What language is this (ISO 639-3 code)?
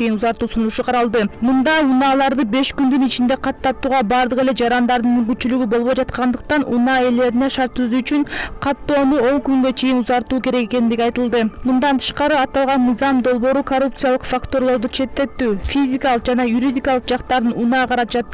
kir